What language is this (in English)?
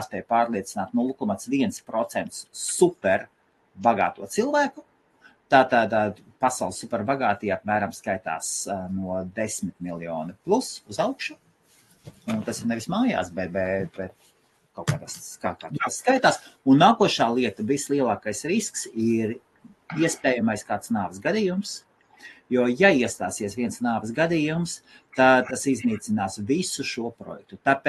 Latvian